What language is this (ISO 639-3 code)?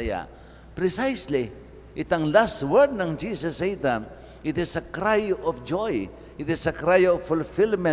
pam